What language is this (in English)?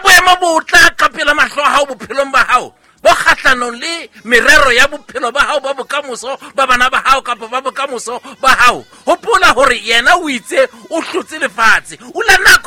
Southern Sotho